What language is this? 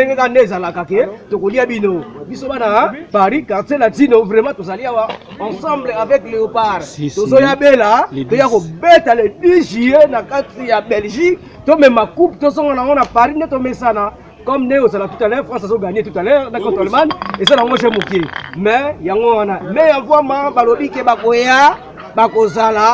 Lingala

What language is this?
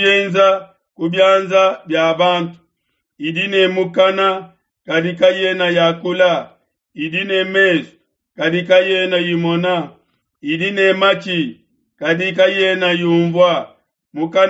Luba-Lulua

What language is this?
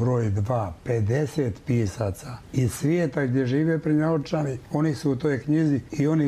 Serbian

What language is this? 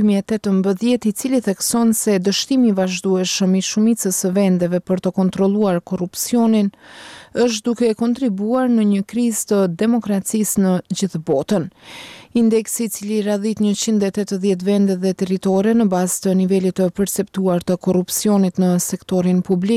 Albanian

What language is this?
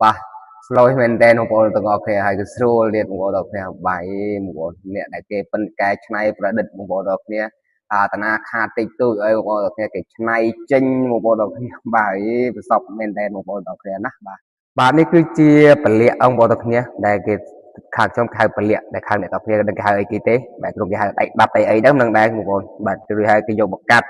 Khmer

